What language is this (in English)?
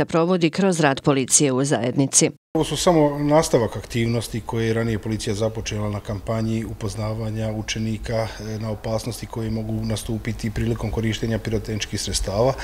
Bosnian